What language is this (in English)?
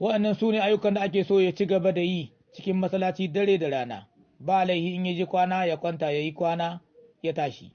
Hausa